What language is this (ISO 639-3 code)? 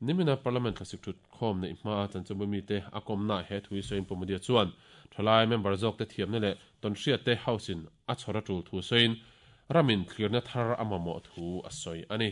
lus